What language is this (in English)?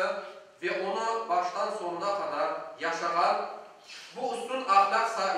Crimean Tatar